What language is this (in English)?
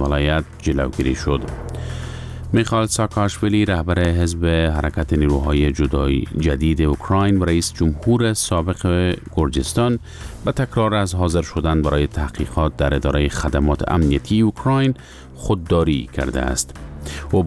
Persian